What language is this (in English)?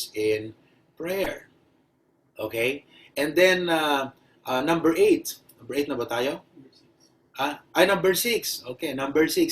Iloko